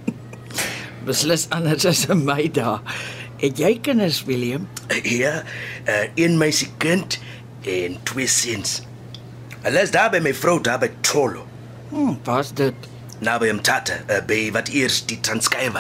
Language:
Afrikaans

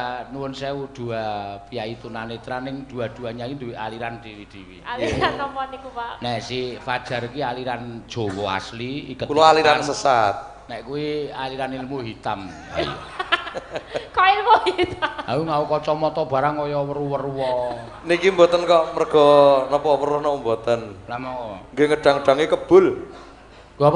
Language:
Javanese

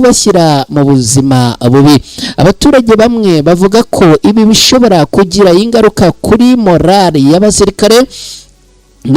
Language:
Kinyarwanda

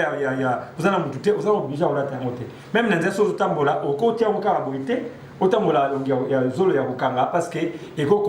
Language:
Lingala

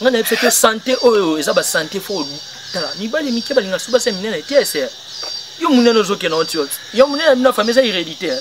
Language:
Lingala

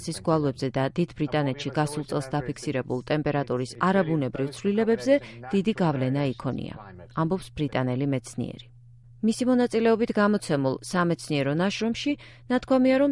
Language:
Georgian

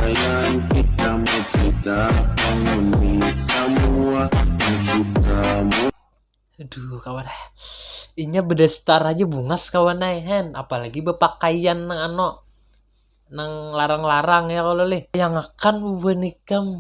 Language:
Banjar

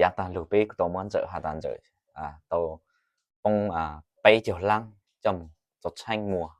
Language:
Hmong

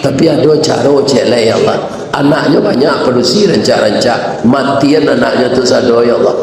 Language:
Minangkabau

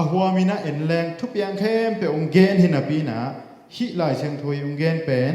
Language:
Tedim Chin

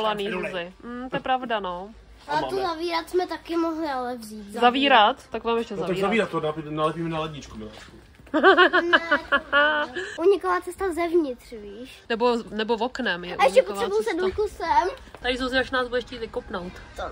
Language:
Czech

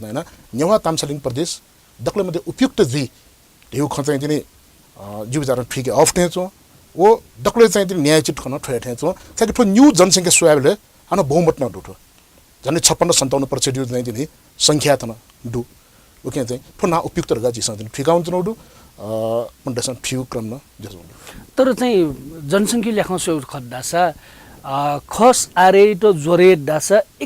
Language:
Newari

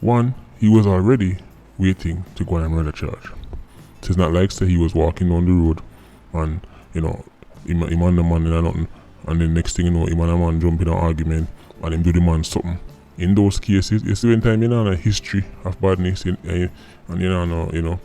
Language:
Jamaican Creole English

